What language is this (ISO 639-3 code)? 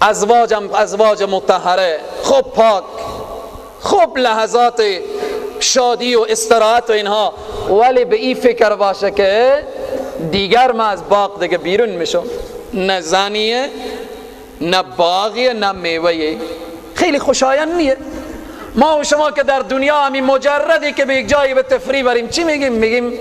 fas